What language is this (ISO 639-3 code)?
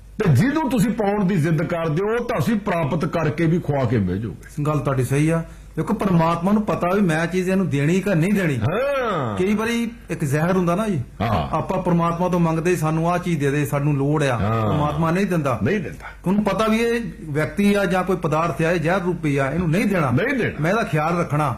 pan